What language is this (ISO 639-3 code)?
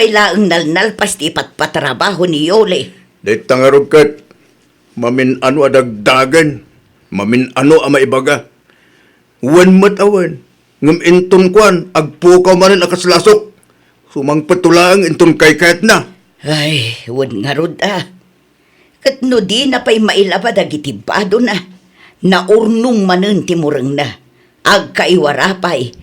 ilo